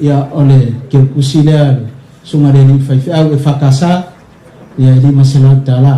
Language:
Samoan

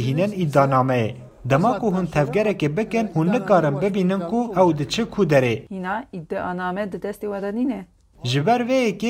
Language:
Kurdish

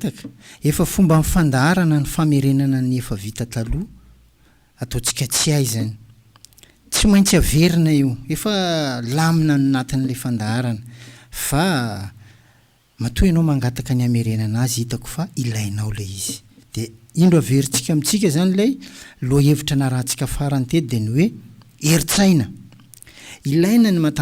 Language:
Malagasy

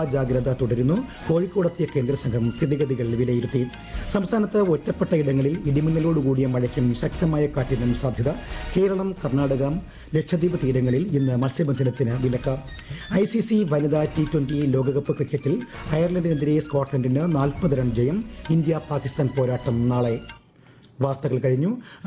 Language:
Malayalam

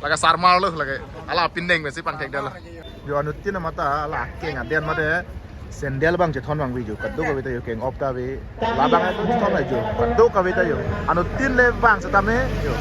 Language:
Karbi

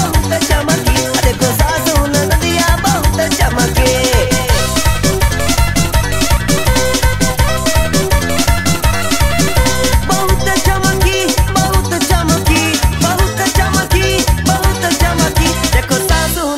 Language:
Bhojpuri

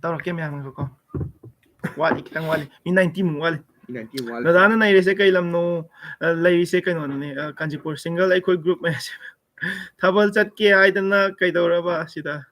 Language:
Manipuri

